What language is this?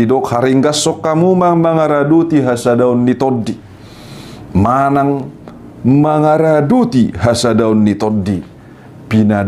Batak Toba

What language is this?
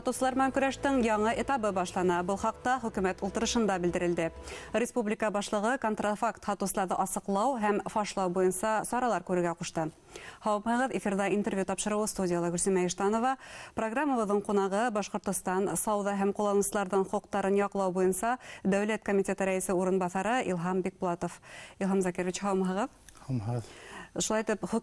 Bashkir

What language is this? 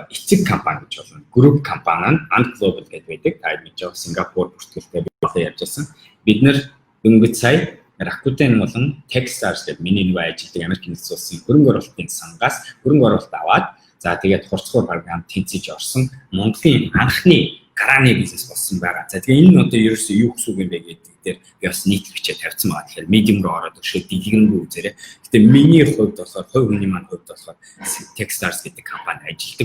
Mongolian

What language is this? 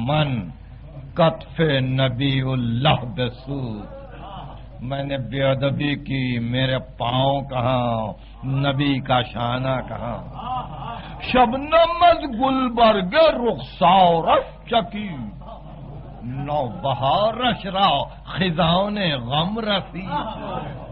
Urdu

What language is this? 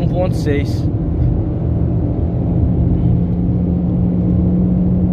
Portuguese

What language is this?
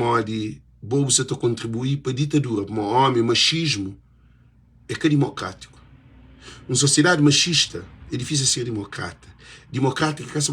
Kabuverdianu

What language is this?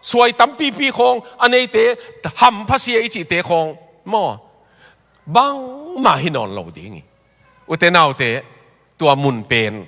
Tedim Chin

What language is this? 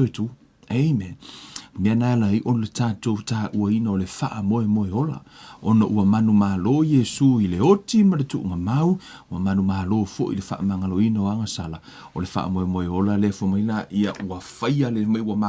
Samoan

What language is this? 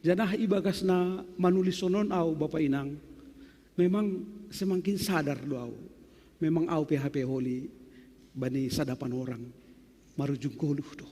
Batak Simalungun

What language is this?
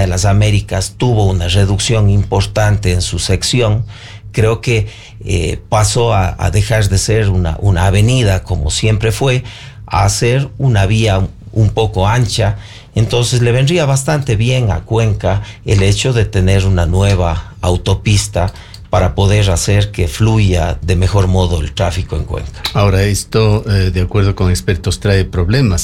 Spanish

